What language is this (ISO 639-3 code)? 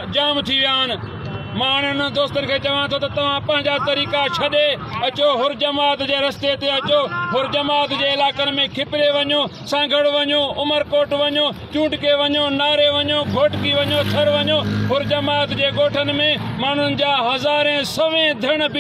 snd